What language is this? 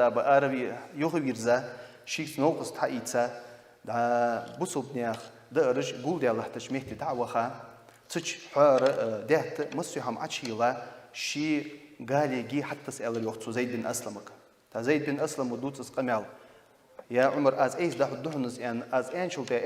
Ingush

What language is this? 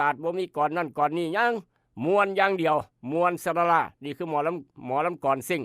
Northeastern Thai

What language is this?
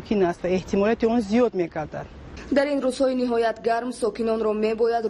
Tajik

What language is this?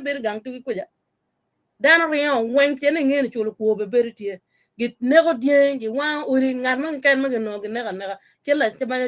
Acoli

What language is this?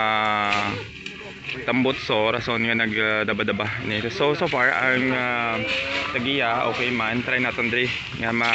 Hiligaynon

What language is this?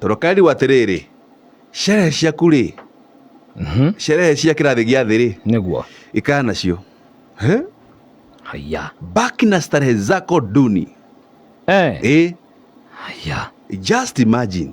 Kikuyu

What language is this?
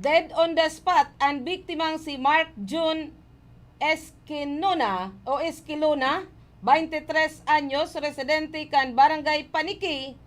Bikol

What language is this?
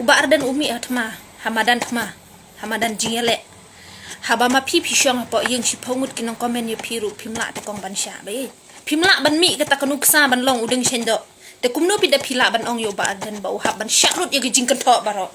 Khasi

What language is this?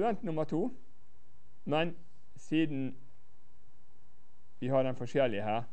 Norwegian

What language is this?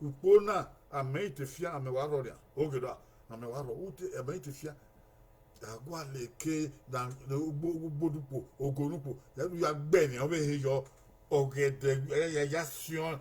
Bini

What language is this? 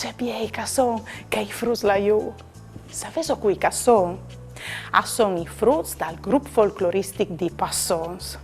Friulian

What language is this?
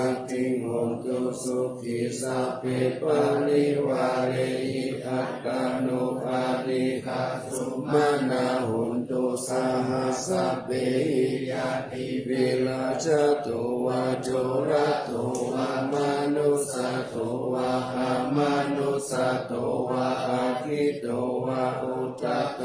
Pali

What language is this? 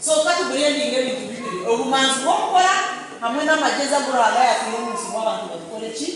Nyankole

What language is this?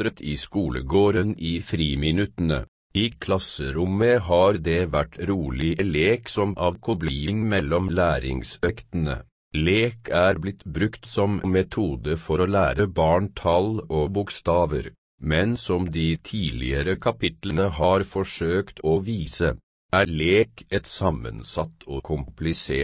Norwegian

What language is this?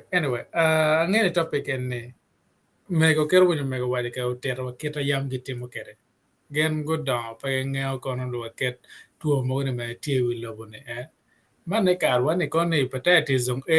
Acoli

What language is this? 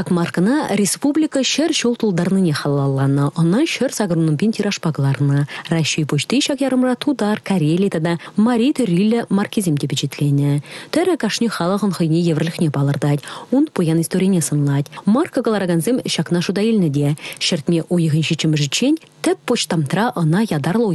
Chuvash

